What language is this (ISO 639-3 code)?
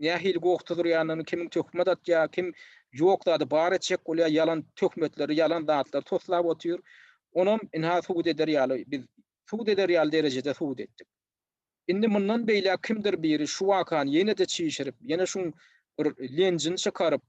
tuk